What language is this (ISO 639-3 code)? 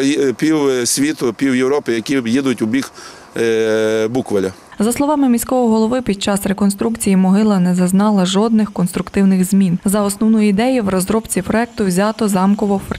ukr